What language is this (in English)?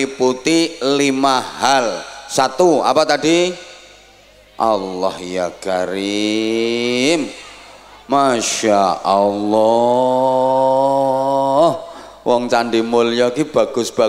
Indonesian